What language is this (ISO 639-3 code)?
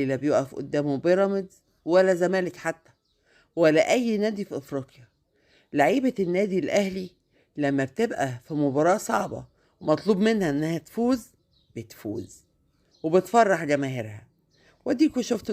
arz